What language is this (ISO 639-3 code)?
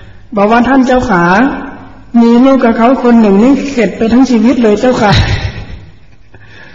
tha